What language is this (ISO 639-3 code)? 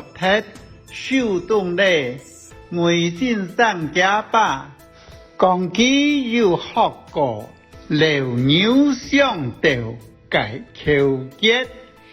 hak